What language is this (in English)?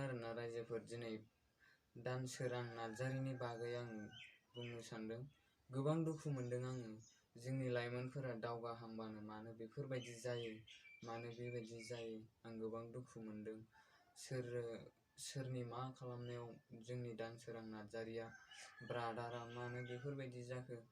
Bodo